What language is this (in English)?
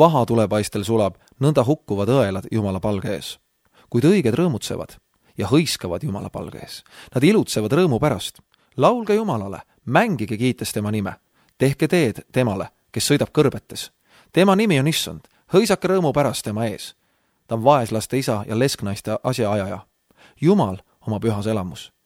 Estonian